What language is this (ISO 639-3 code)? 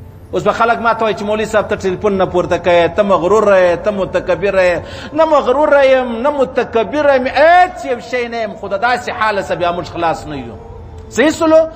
pus